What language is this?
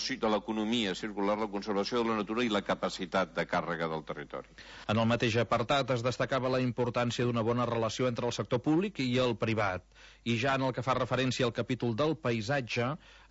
Catalan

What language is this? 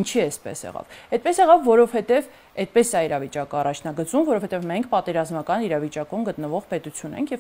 Armenian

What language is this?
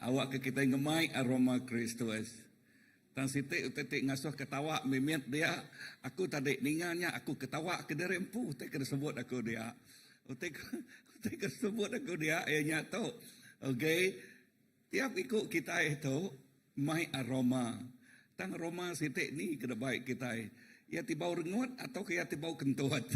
Iban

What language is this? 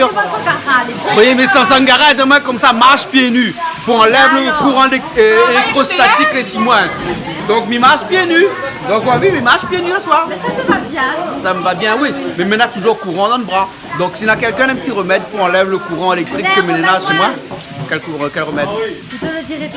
Réunion Creole French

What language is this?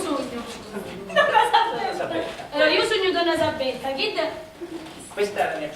Sicilian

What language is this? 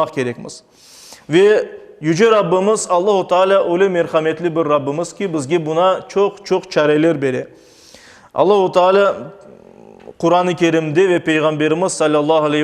Crimean Tatar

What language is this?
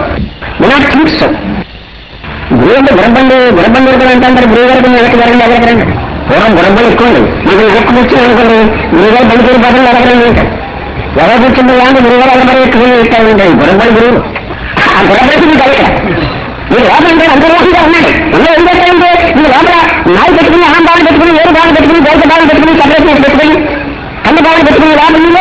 Telugu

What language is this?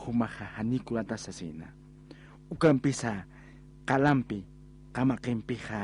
Aymara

